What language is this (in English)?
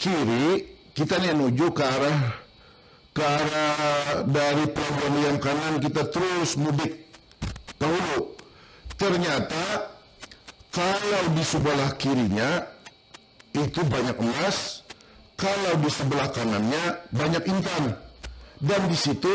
Banjar